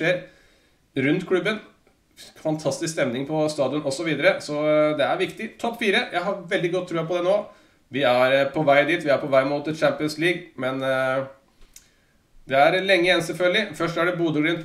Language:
Norwegian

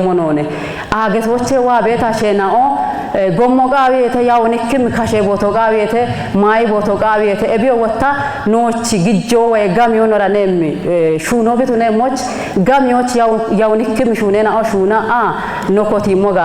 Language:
Kafa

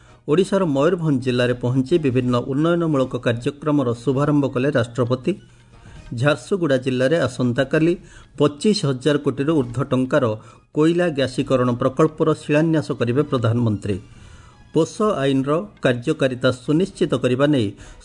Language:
Odia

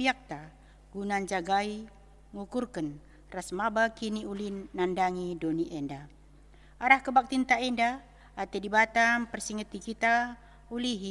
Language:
Batak Karo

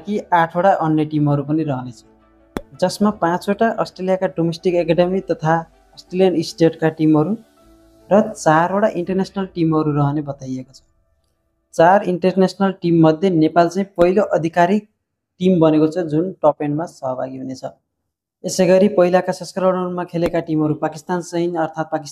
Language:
Nepali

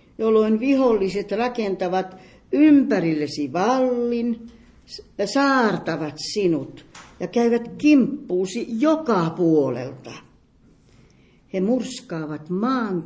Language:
Finnish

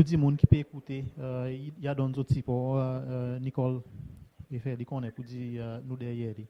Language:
Seselwa Creole French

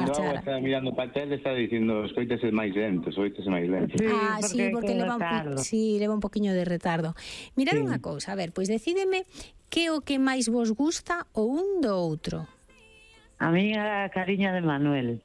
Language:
Galician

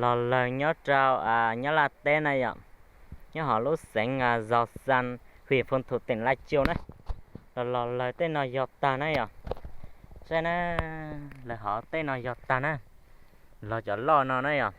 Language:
Hmong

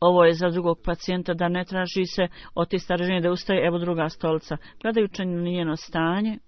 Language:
Bosnian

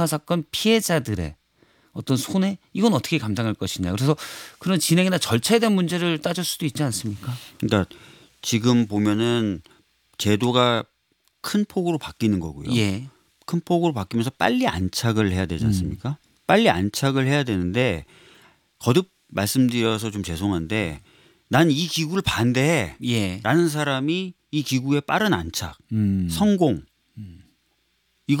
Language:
Korean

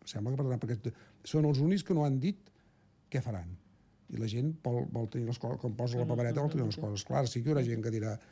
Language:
Catalan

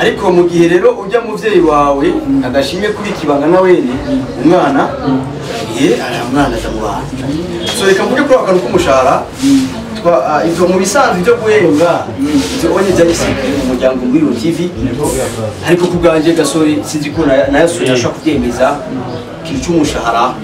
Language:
Rundi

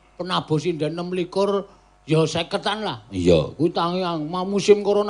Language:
Javanese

